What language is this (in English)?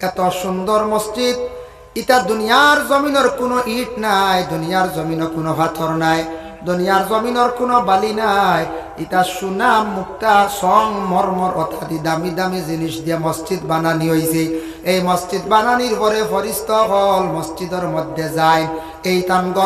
Sylheti